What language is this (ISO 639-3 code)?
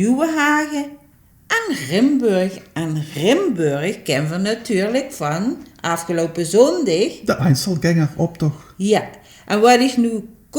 lim